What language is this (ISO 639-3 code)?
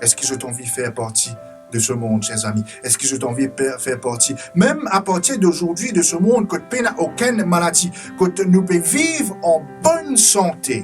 mfe